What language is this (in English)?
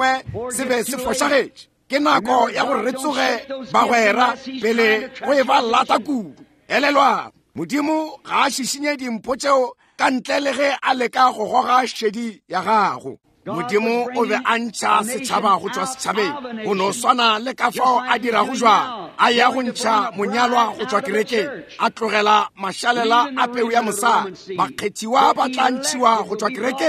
Northern Sotho